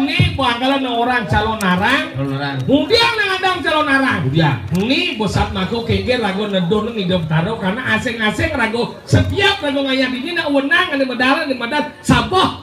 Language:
Balinese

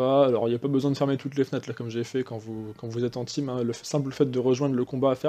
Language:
French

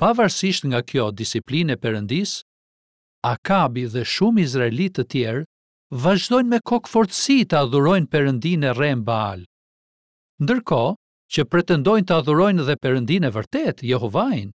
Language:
Albanian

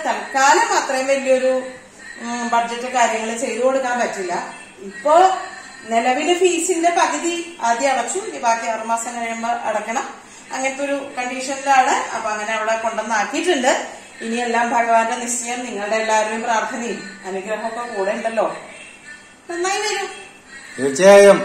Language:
Malayalam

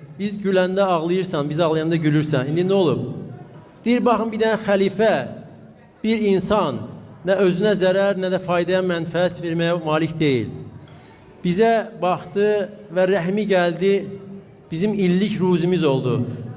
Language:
Azerbaijani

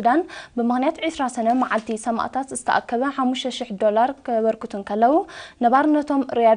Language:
Tigrinya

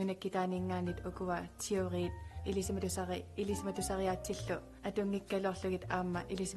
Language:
Kalaallisut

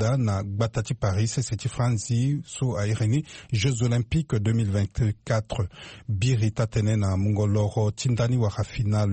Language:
Sango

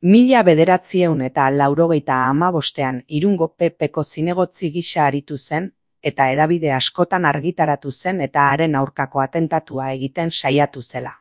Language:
Basque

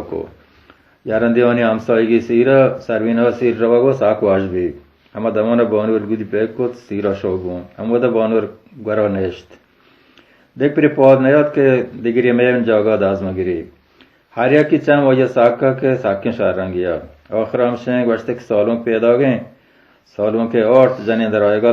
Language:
Baluchi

